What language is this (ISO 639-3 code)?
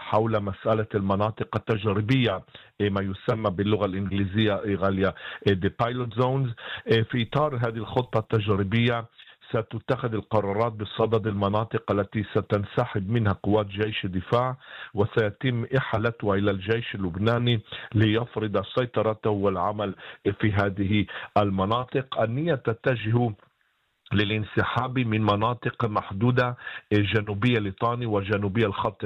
ara